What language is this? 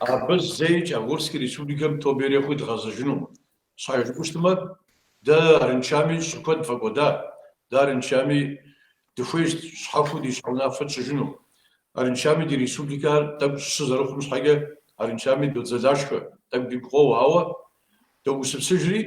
Kabardian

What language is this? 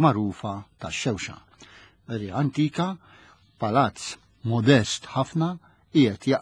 Maltese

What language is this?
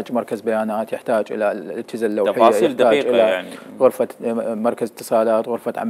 Mesopotamian Arabic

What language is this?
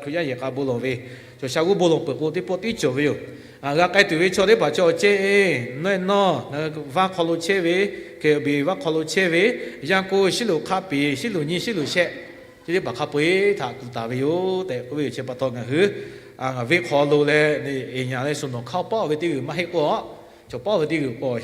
Lahu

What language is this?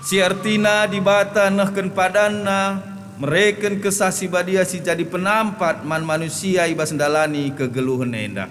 Batak Karo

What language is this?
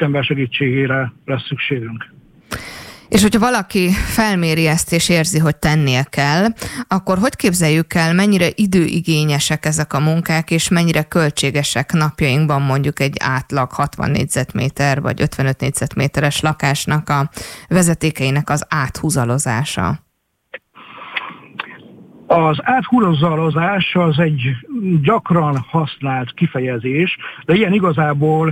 Hungarian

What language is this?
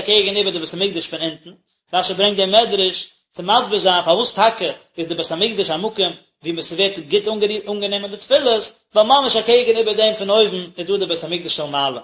Yiddish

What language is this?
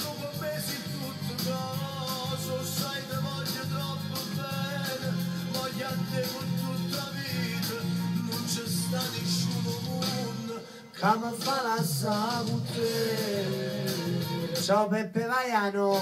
Neapolitan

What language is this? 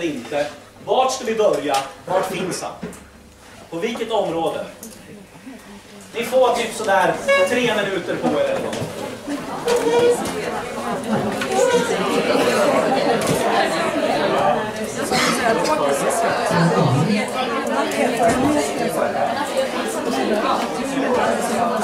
Swedish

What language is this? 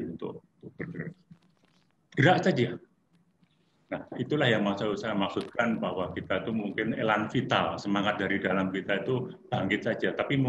Indonesian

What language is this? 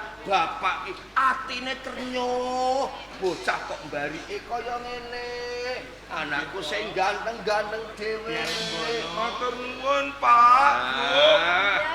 Javanese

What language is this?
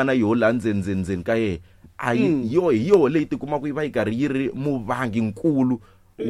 Tsonga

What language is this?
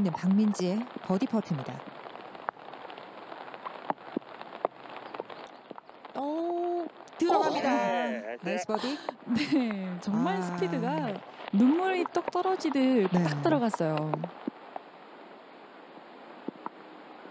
Korean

